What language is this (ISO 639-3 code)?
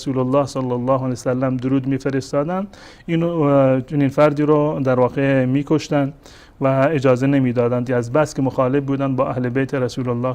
fas